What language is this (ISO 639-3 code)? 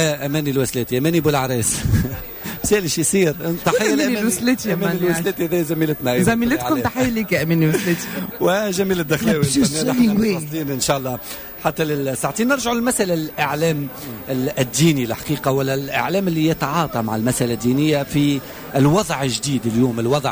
aeb